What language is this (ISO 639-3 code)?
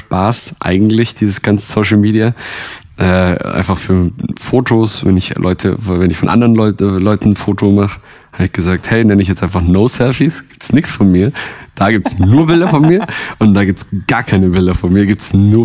deu